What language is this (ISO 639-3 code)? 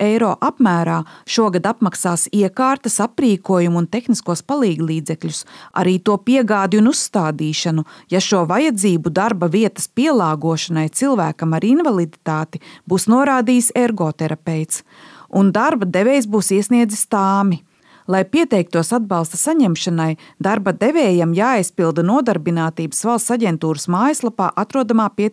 lav